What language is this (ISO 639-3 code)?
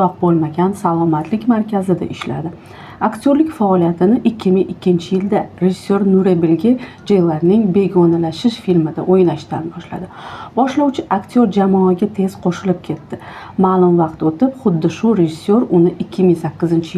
uzb